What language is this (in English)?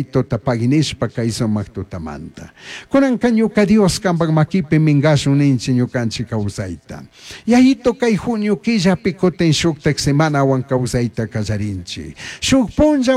Chimborazo Highland Quichua